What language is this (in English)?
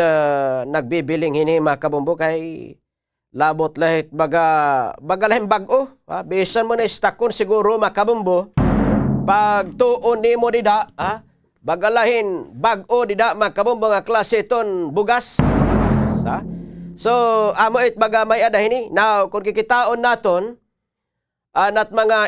Waray